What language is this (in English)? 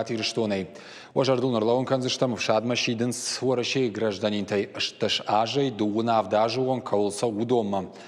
Ossetic